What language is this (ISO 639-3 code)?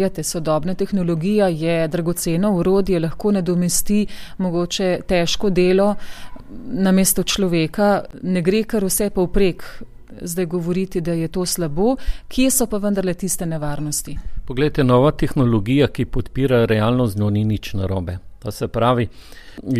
slv